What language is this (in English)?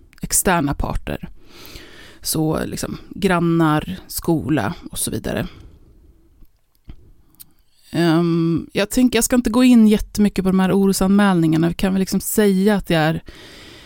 Swedish